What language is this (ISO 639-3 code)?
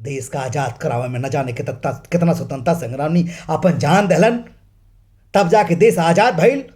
bho